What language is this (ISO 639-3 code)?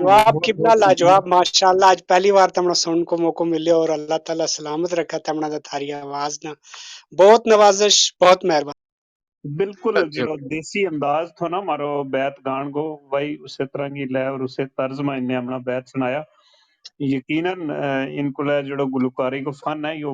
gju